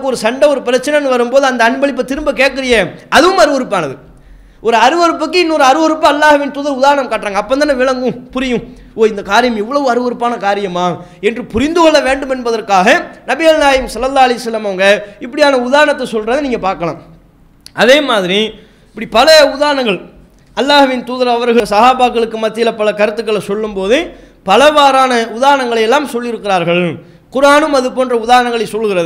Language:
Tamil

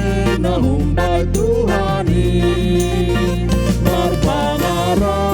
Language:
Batak Simalungun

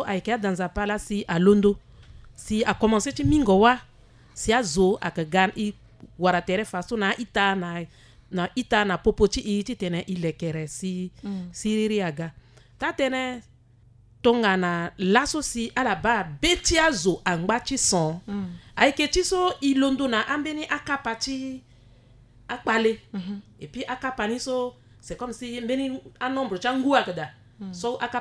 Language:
Sango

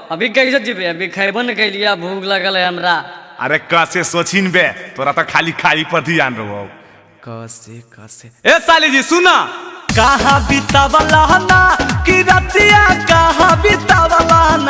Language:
Magahi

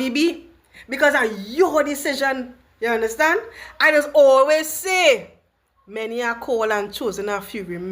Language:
Jamaican Creole English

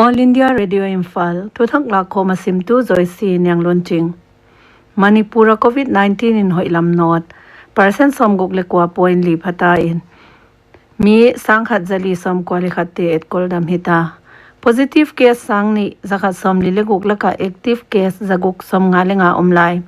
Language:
Paite Chin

